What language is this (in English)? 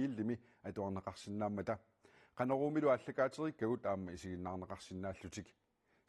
Kalaallisut